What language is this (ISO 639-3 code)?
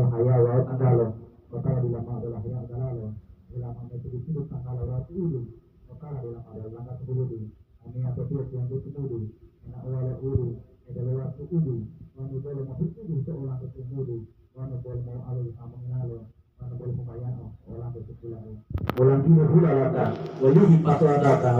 gor